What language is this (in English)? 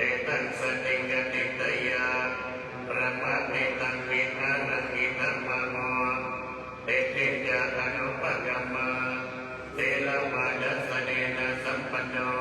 Pali